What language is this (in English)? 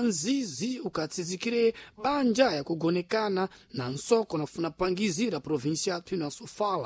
Sena